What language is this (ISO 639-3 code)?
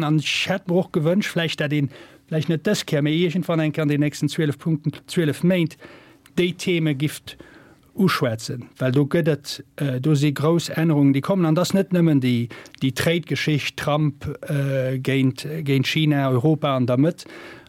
ltz